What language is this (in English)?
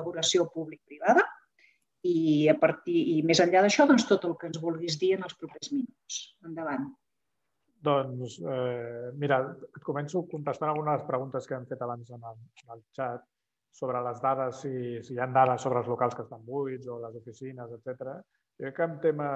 Catalan